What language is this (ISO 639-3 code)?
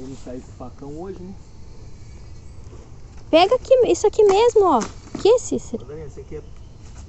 por